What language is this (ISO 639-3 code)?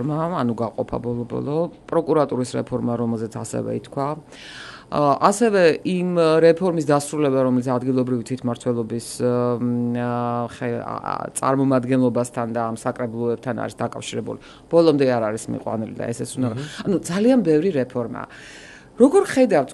kat